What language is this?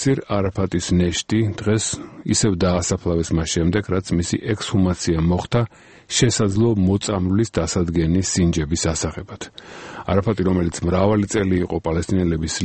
Georgian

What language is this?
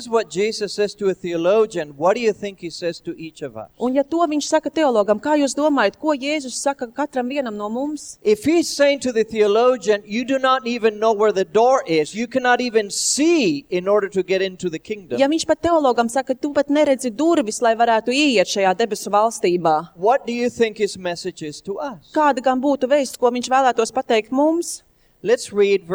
Latvian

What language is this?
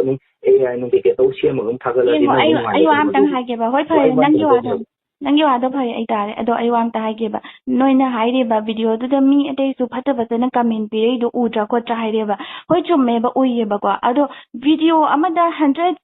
Manipuri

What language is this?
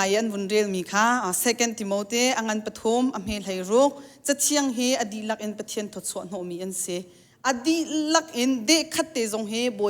Hakha Chin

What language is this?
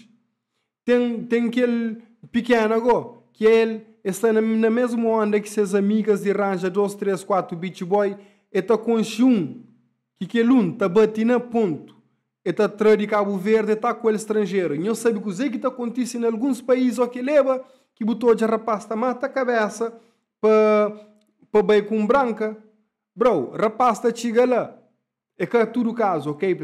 Kabuverdianu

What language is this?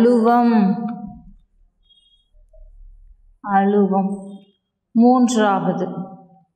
Tamil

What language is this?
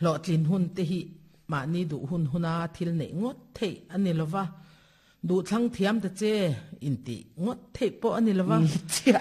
Mizo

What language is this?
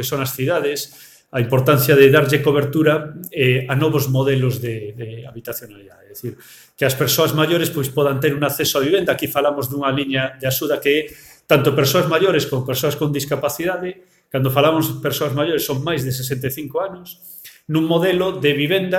Galician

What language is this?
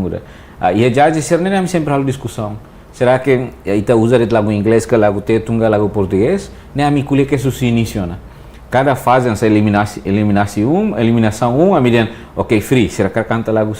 Tetum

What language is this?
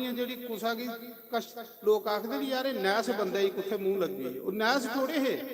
Dogri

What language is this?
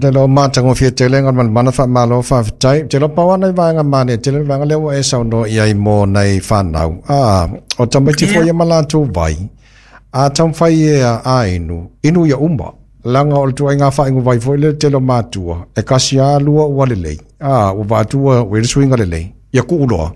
Samoan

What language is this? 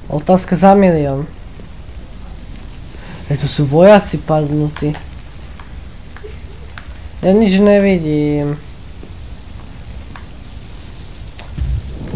Slovak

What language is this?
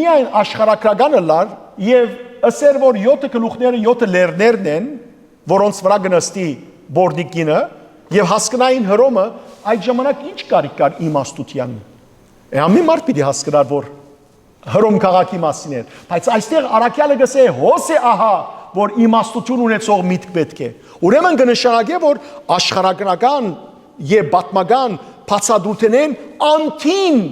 Western Armenian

